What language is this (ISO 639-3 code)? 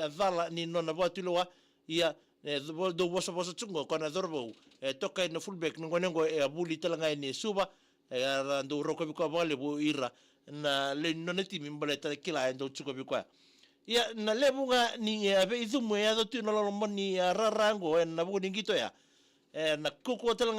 fij